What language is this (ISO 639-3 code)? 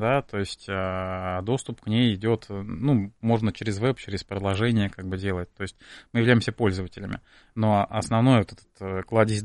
rus